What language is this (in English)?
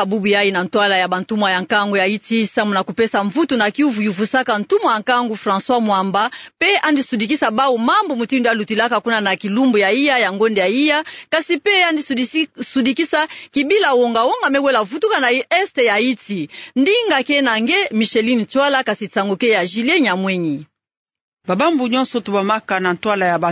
Kituba (Democratic Republic of Congo)